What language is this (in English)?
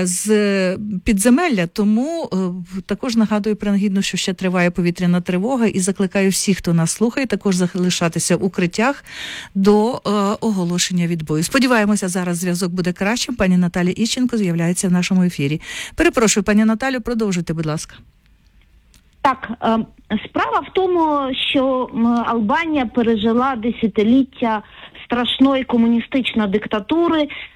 Ukrainian